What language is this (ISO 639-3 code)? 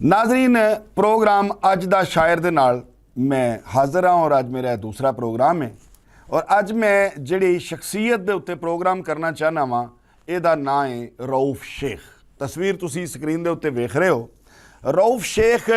lah